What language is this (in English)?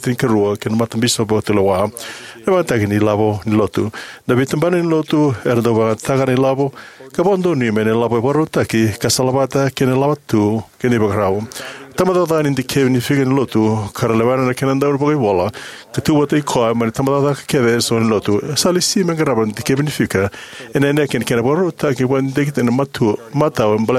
Fijian